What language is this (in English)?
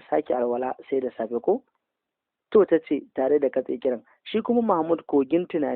Hausa